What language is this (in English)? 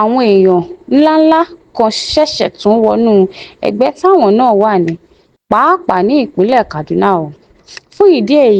Yoruba